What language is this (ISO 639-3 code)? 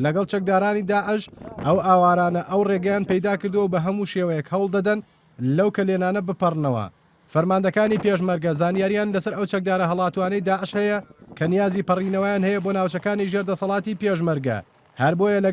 ckb